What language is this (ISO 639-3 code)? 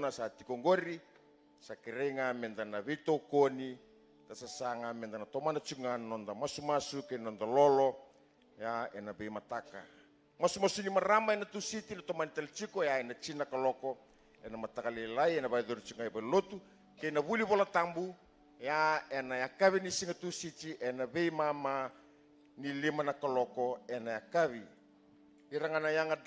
fij